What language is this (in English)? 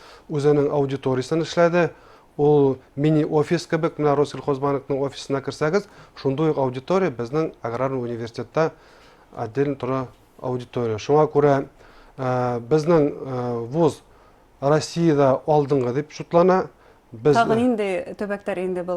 Bashkir